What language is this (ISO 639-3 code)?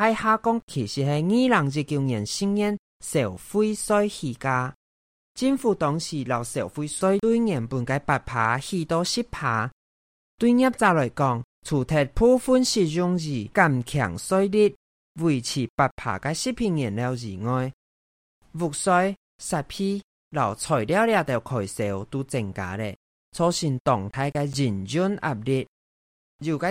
hak